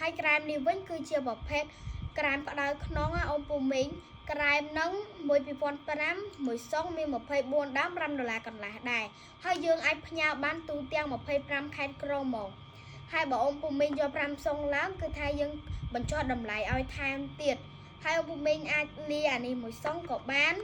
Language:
Khmer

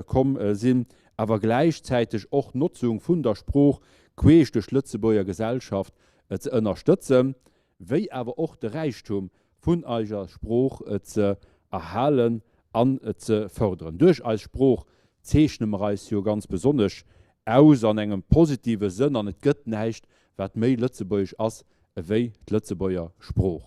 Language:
Luxembourgish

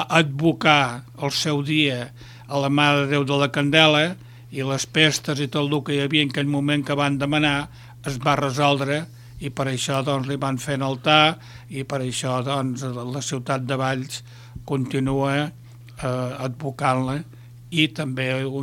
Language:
Catalan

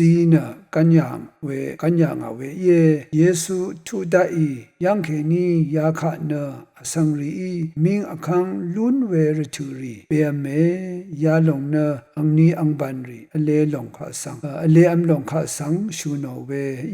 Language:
Rawang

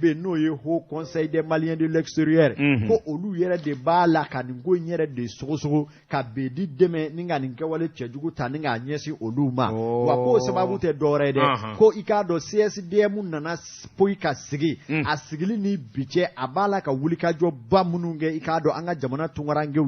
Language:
Bambara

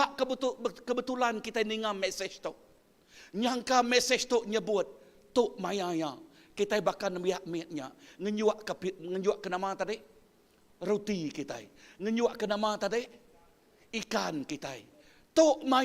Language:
Iban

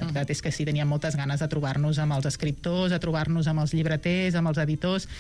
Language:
Catalan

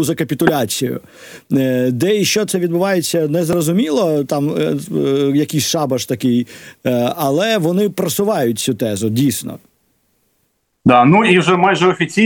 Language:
Ukrainian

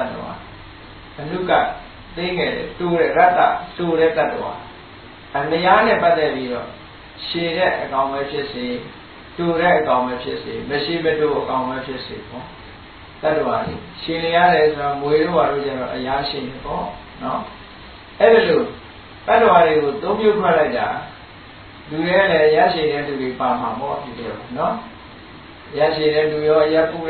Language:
Burmese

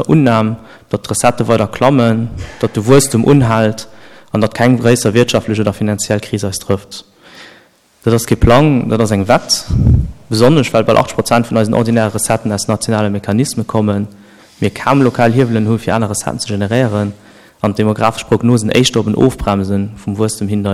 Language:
Luxembourgish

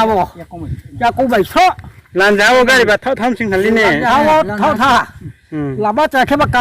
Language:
Riang (India)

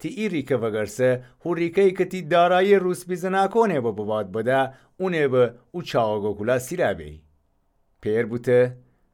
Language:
Gilaki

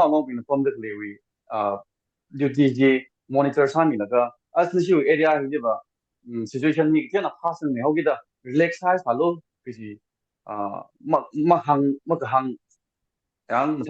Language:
Tangkhul Naga (India)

